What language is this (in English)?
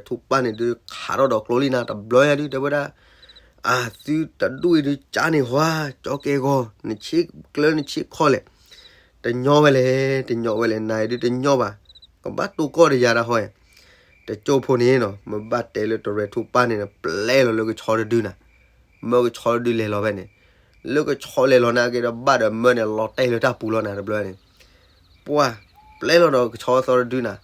S'gaw Karen